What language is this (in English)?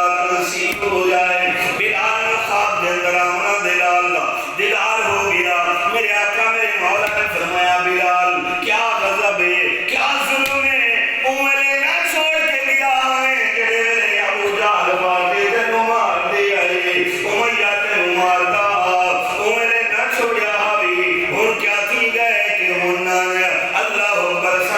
Saraiki